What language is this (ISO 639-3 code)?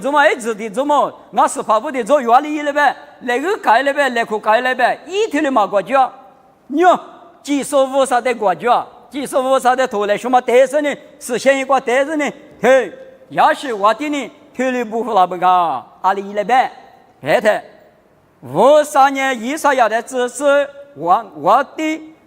lis